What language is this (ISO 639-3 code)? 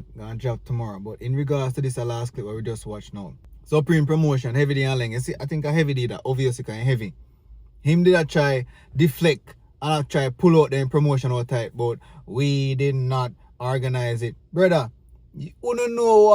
jam